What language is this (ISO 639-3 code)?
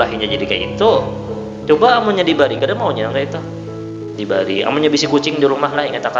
bjn